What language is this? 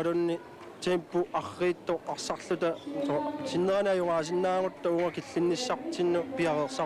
Kalaallisut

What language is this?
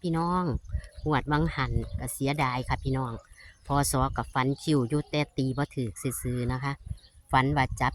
Northeastern Thai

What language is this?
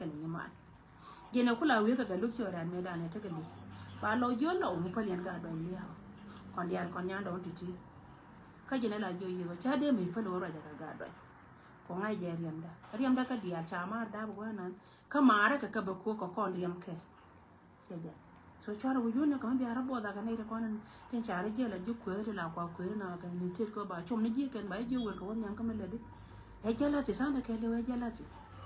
Nuer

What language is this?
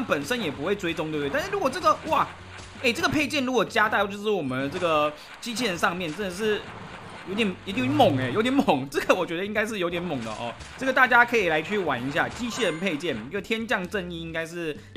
Chinese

